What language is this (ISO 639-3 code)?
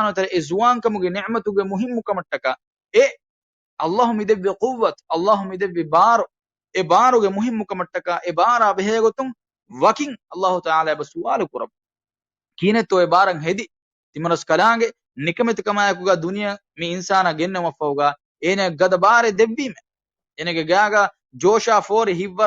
div